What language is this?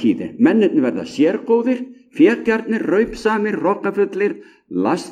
Icelandic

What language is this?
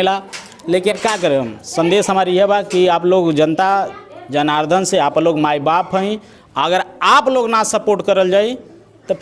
Bhojpuri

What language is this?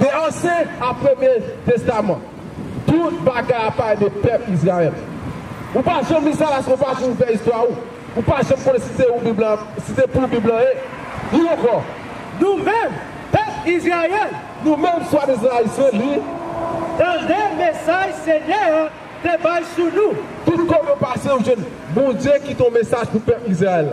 Haitian Creole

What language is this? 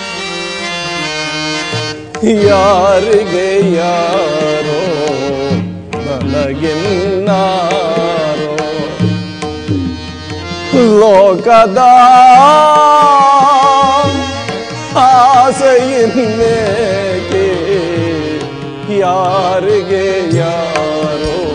Kannada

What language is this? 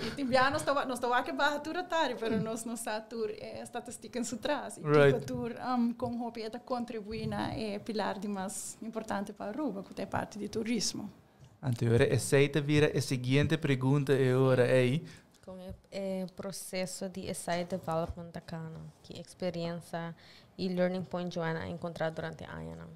Papiamento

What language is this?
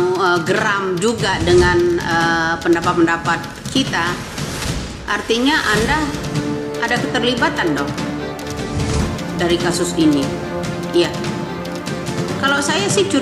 Indonesian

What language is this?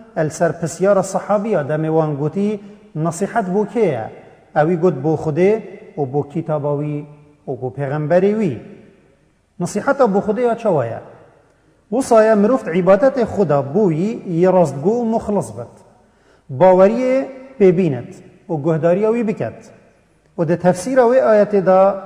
Kurdish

